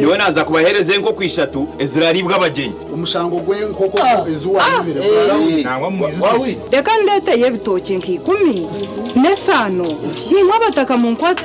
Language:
Nyankole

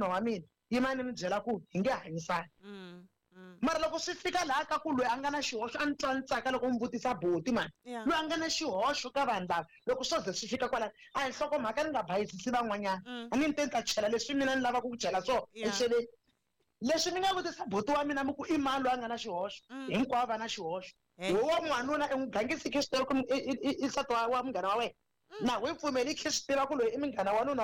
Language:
Tsonga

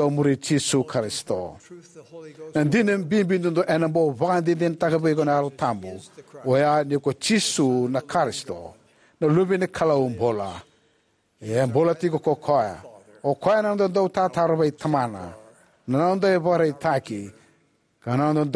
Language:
Fijian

